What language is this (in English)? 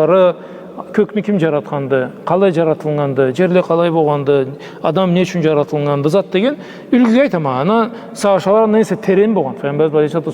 Karachay-Balkar